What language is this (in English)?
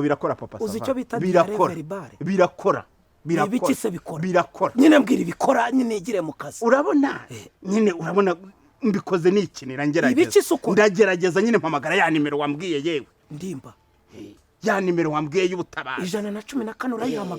Kinyarwanda